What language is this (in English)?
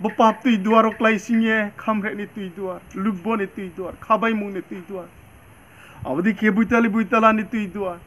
Riang (India)